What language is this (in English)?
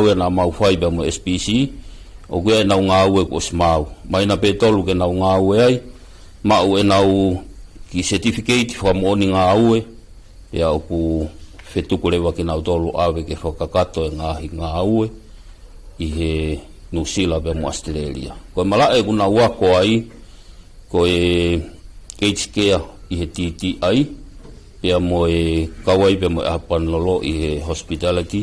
Tongan